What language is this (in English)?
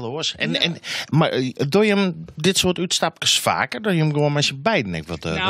Western Frisian